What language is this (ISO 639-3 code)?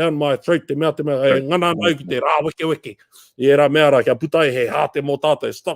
mri